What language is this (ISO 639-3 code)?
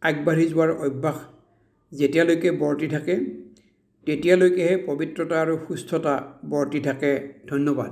asm